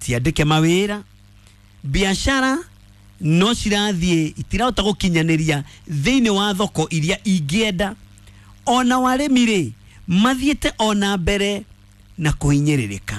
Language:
Kikuyu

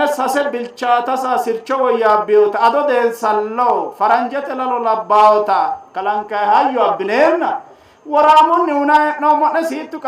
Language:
Sidamo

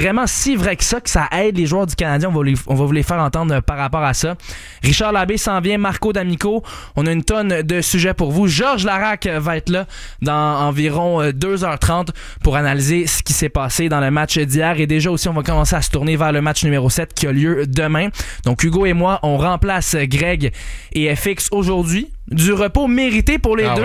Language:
French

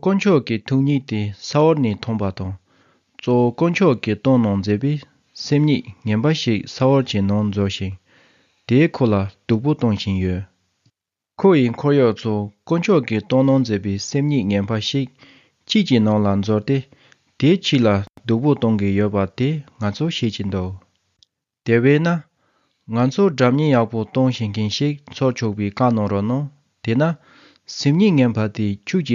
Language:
Tibetan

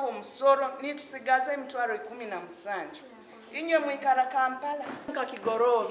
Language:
Nyankole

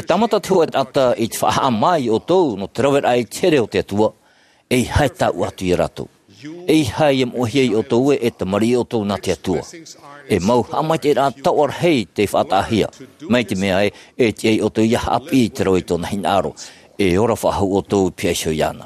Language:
Tahitian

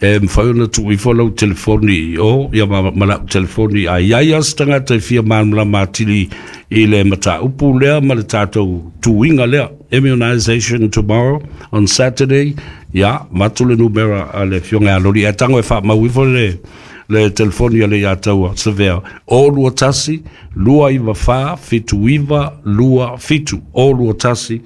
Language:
Samoan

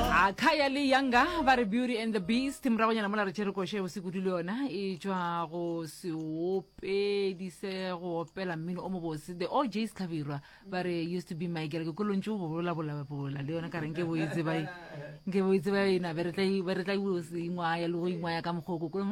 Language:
Northern Sotho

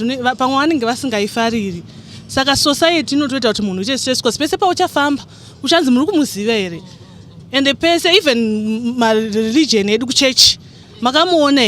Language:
Shona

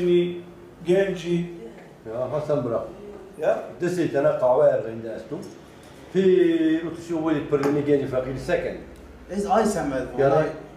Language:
Zaza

